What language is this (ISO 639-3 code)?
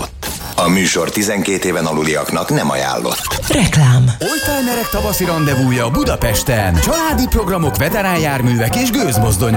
hun